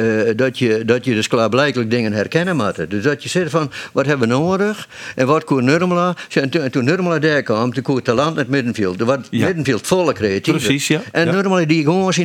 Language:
Western Frisian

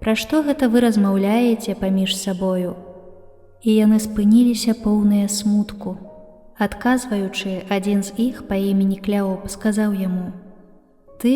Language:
Belarusian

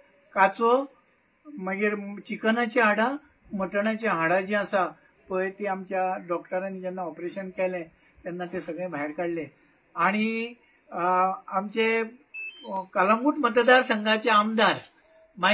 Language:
Konkani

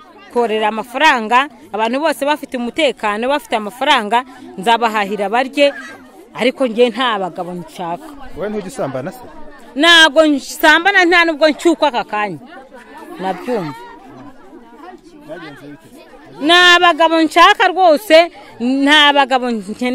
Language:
Kinyarwanda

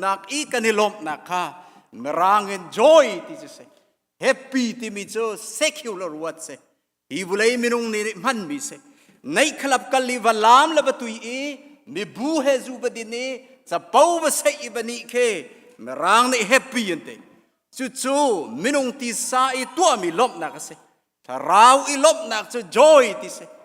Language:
Hakha Chin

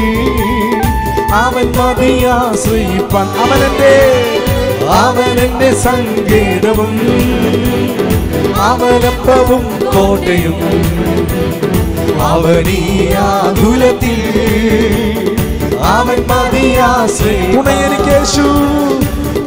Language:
Malayalam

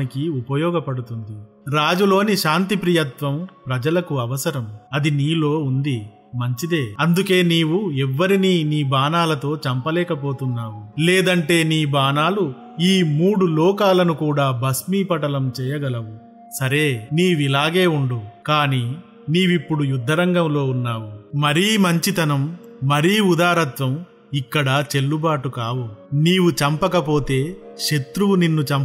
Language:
Telugu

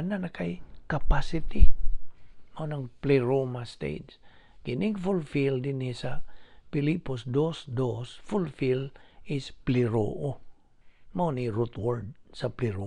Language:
Cebuano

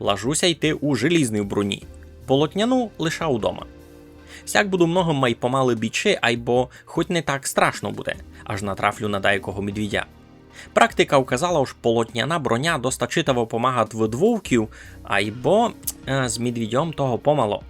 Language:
Rusyn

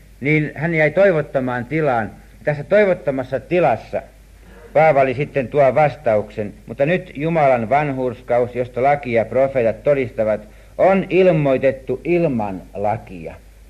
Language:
Finnish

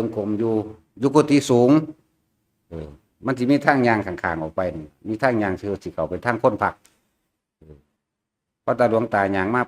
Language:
Northeastern Thai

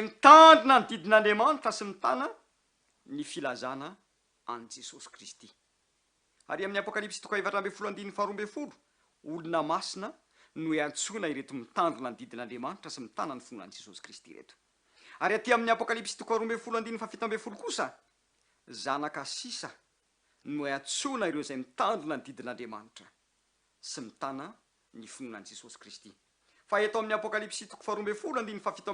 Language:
Malagasy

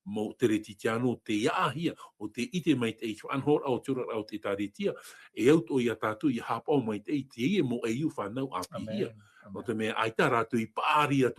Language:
Tahitian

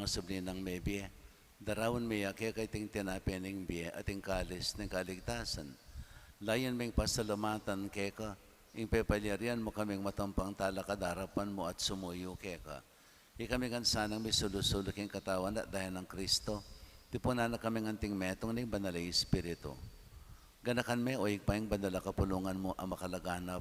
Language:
Pampanga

